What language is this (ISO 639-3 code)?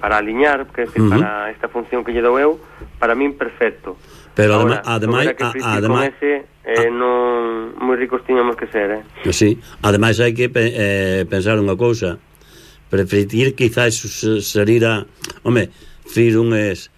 glg